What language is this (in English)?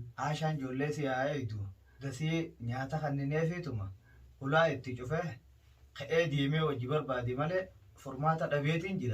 Oromo